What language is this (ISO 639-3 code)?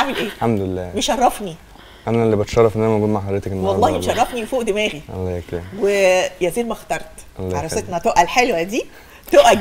arz